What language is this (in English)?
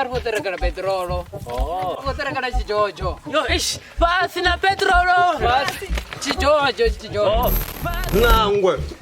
Venda